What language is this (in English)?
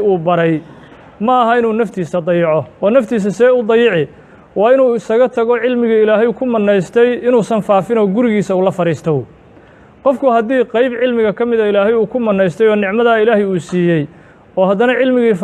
Somali